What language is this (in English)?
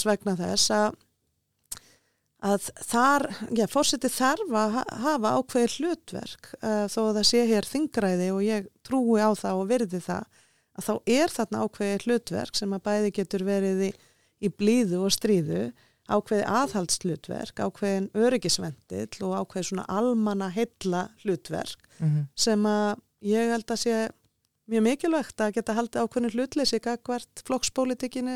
Icelandic